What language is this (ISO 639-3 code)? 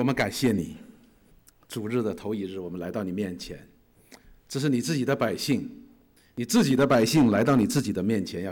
zho